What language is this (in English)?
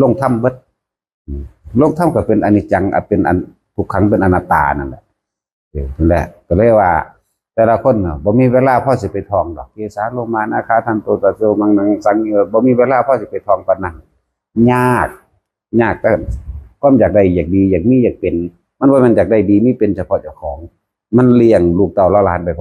Northeastern Thai